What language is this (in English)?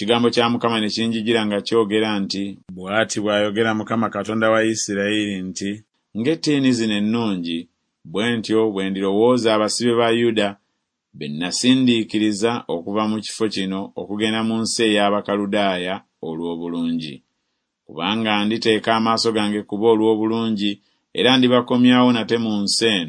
Ganda